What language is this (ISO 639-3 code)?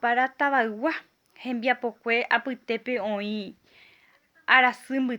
grn